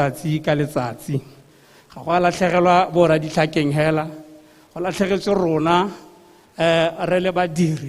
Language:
Tswana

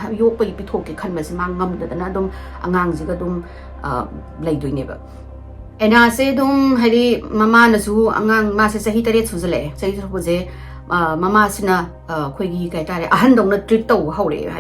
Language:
Manipuri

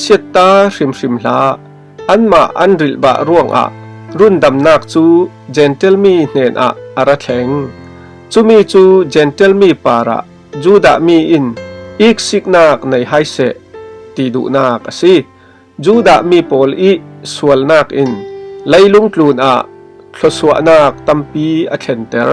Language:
Falam Chin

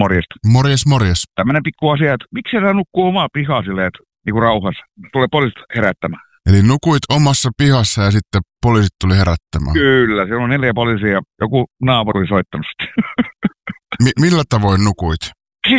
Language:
Finnish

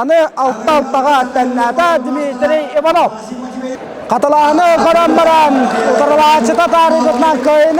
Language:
Yakut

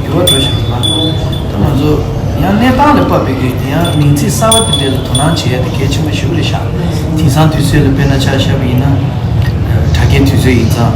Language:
Tibetan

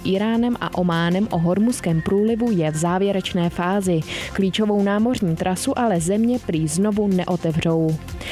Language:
Czech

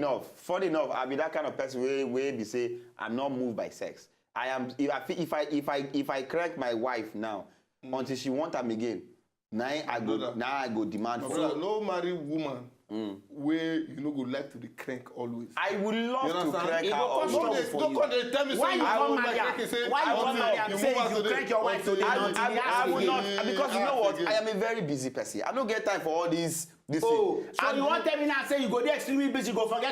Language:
Nigerian Pidgin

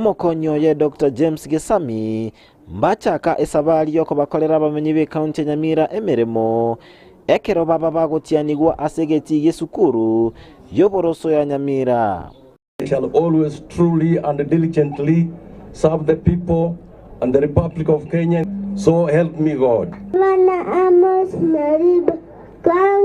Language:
Gusii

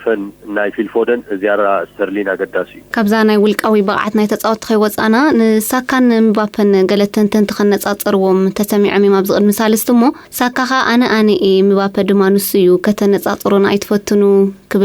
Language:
Tigrinya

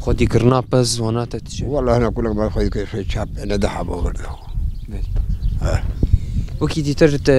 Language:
Kurdish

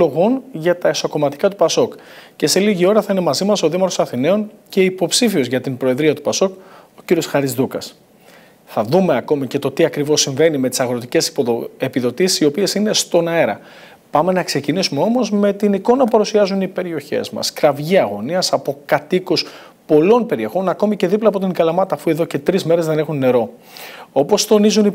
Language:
Greek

